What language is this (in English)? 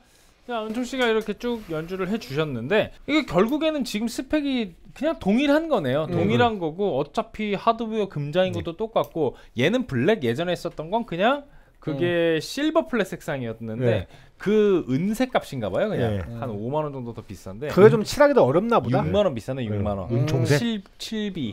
Korean